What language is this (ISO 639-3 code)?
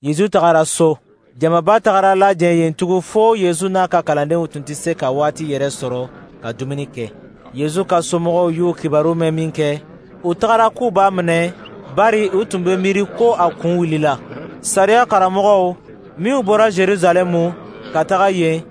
dyu